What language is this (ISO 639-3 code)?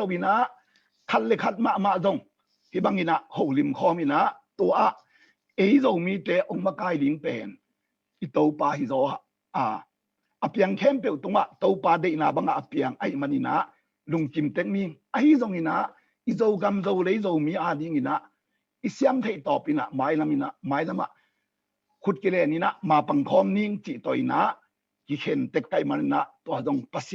ctd